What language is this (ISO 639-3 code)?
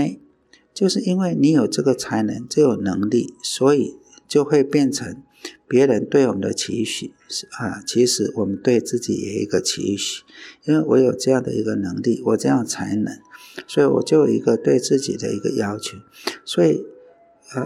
zho